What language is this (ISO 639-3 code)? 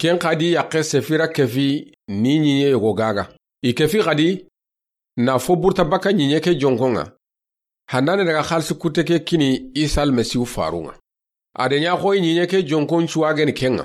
snk